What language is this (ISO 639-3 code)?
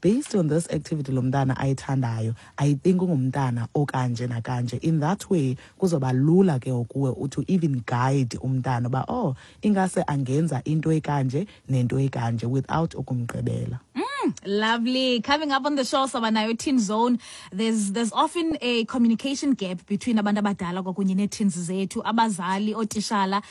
xho